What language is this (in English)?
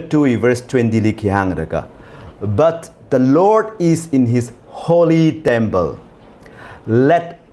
Tangkhul Naga (India)